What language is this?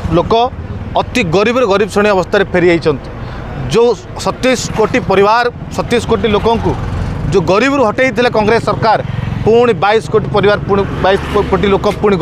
Odia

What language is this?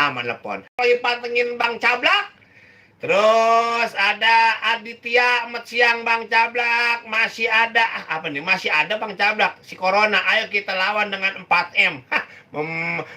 Betawi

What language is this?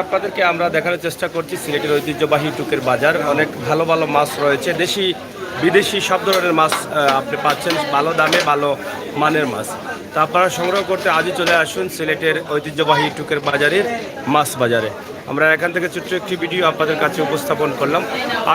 Sylheti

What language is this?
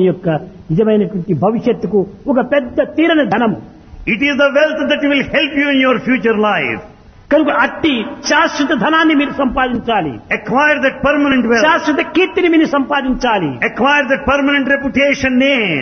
Telugu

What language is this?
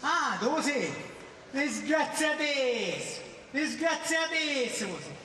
Sicilian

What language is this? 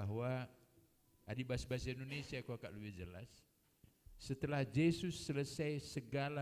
Batak Karo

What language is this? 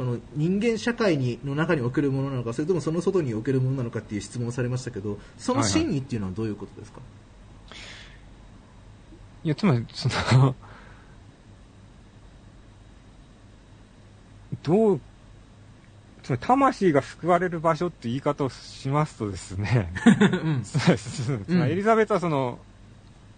Japanese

